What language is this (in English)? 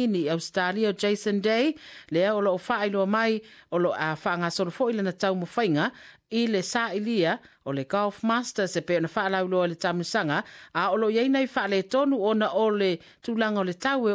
Samoan